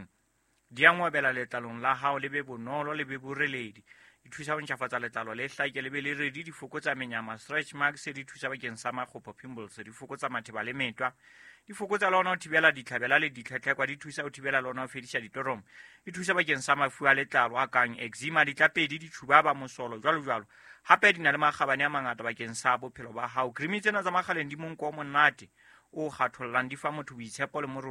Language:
Southern Sotho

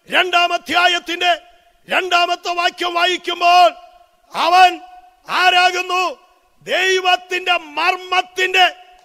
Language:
Malayalam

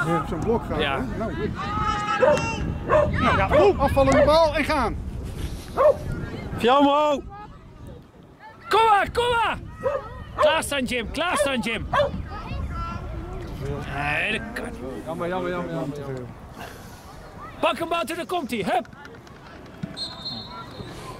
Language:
Dutch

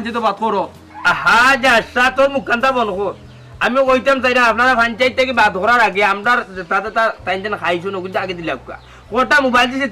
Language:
Sylheti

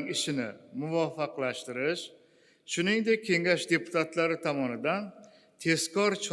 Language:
Uzbek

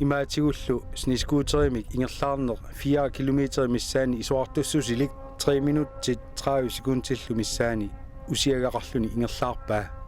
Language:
Kalaallisut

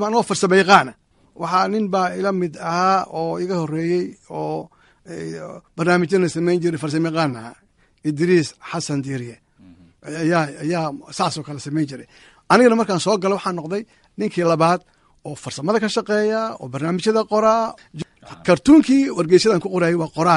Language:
Somali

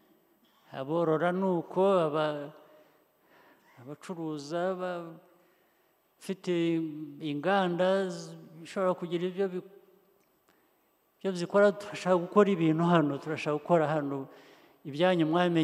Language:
Kinyarwanda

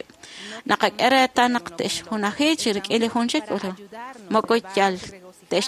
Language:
Kekchí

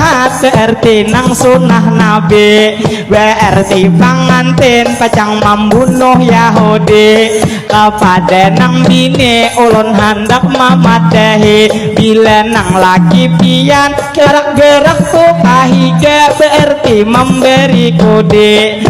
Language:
Banjar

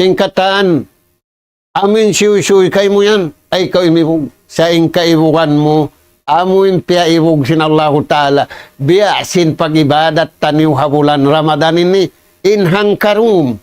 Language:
Tausug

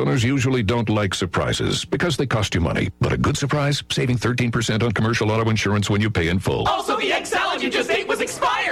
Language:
English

